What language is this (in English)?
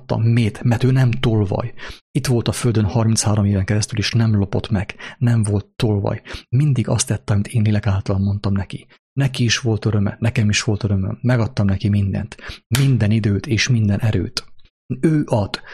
Hungarian